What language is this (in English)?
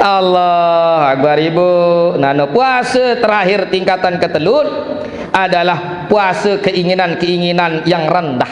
Sasak